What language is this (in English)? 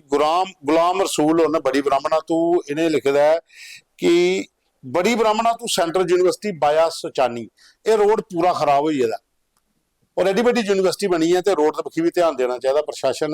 Dogri